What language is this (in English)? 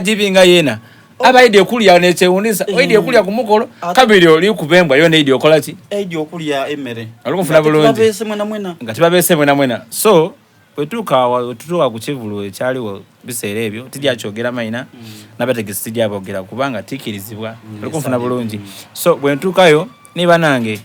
Soga